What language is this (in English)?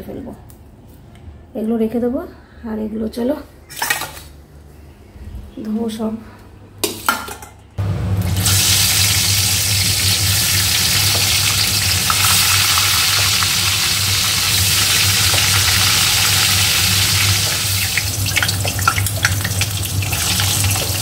Bangla